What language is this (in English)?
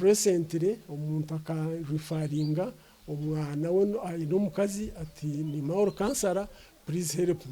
Nyankole